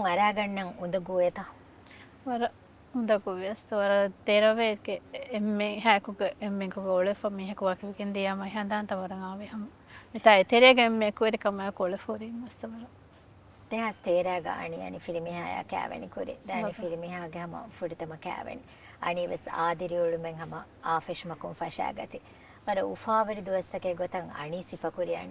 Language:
Divehi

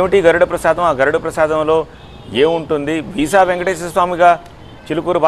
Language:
Telugu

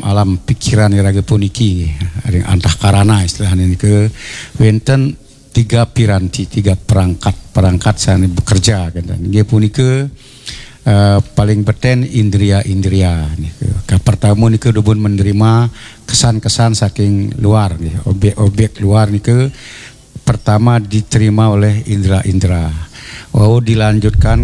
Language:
Balinese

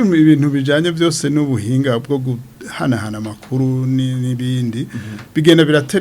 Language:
Rundi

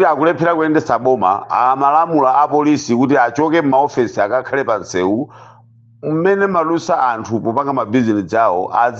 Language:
Nyanja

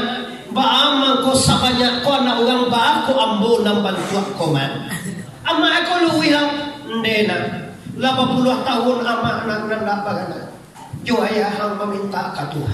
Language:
Minangkabau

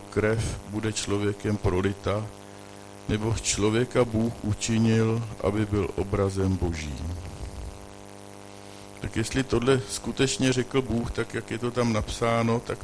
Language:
Czech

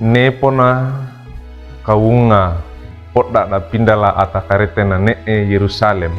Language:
Wejewa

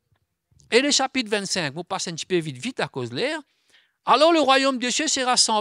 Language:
Morisyen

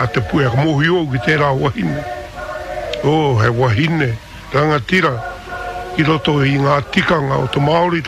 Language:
Māori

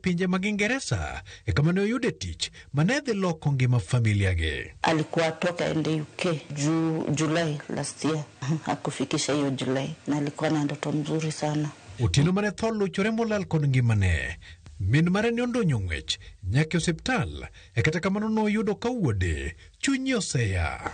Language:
Luo (Kenya and Tanzania)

